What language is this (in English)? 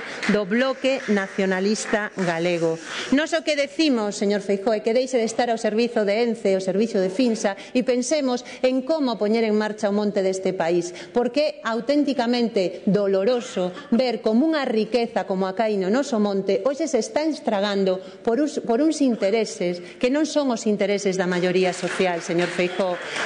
Galician